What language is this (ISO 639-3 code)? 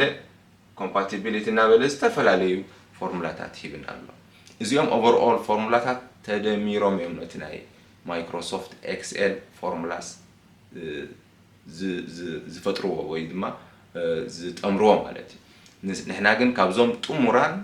tir